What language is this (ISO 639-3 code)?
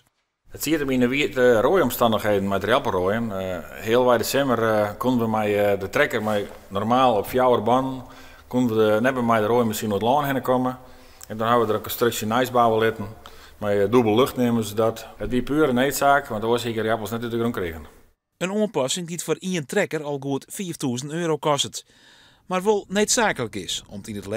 fry